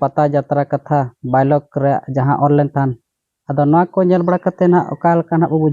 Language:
Santali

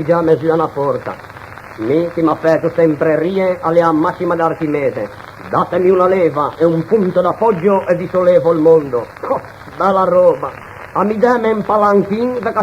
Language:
Ligurian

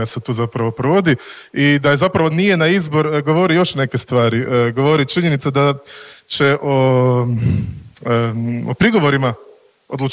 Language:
Croatian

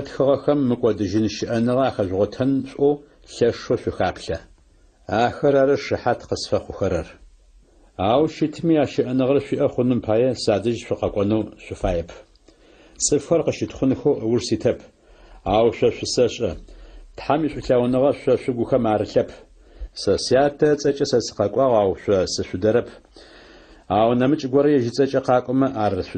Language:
Adyghe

